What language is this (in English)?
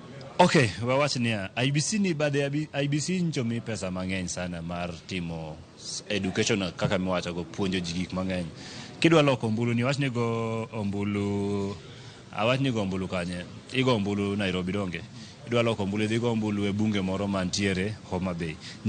Luo (Kenya and Tanzania)